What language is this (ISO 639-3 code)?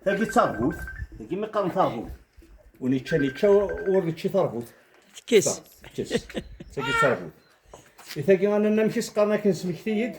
kab